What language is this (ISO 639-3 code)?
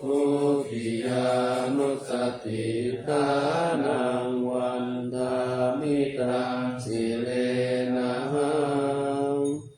pli